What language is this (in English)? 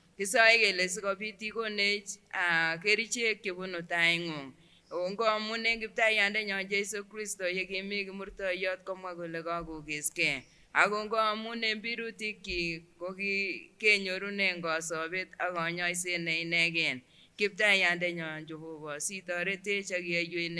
Kipsigis